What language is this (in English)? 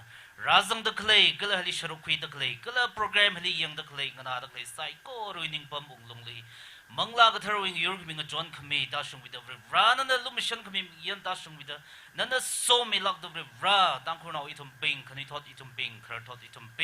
Tangkhul Naga (India)